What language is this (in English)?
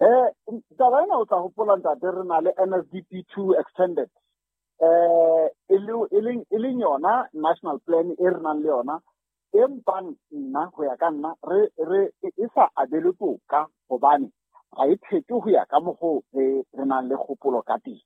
Southern Sotho